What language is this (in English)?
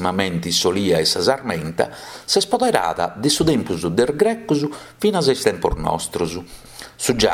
Sardinian